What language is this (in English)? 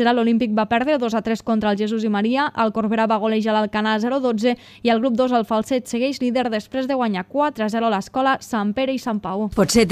Catalan